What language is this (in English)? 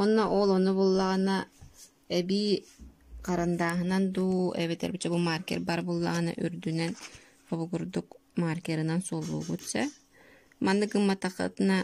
Yakut